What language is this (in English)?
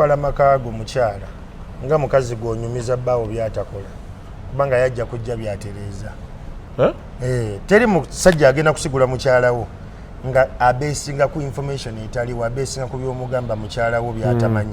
Ganda